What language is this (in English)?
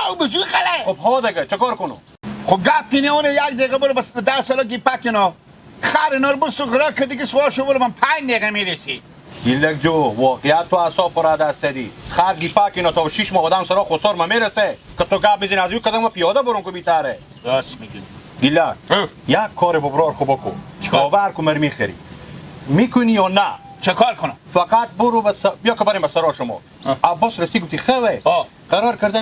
Hazaragi